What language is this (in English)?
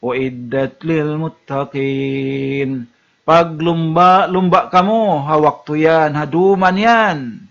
Tausug